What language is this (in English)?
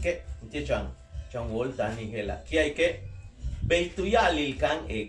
Yucateco